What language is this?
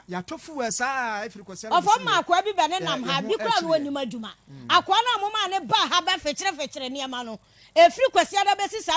Akan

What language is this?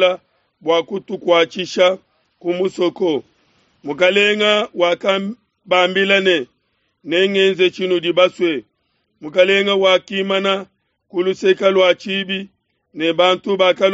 Luba-Lulua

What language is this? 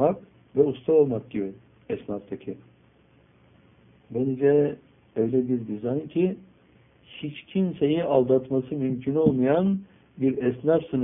Turkish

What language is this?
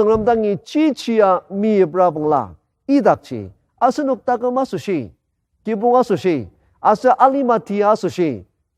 Ao Naga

